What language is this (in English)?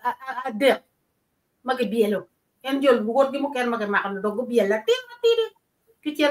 Acoli